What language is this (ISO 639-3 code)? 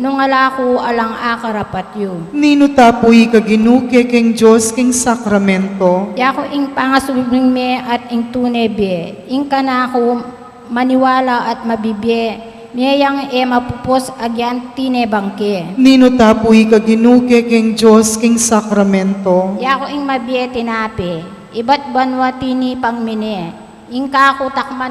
pam